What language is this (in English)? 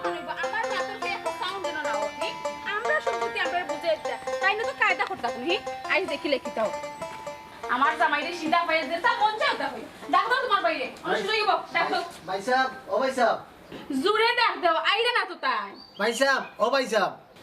Sylheti